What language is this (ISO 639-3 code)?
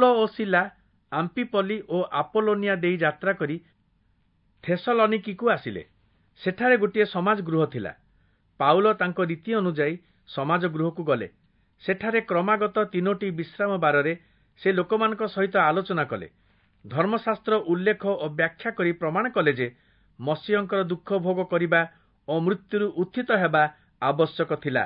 ori